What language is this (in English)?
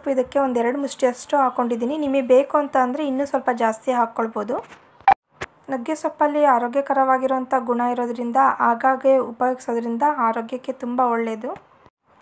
Kannada